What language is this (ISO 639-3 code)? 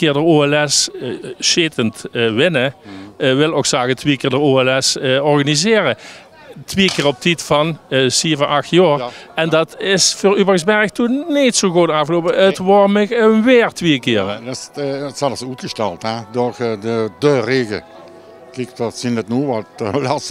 lim